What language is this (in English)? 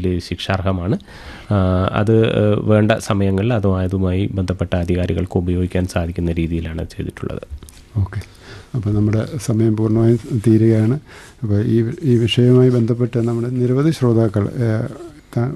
Malayalam